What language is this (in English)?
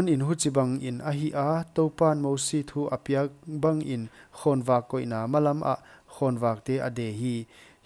Paite Chin